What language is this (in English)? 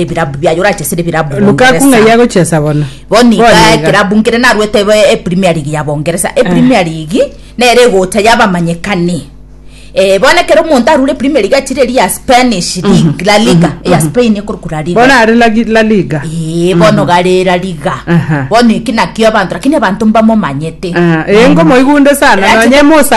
Gusii